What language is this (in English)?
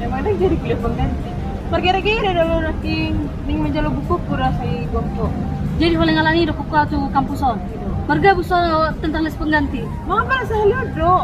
Batak Toba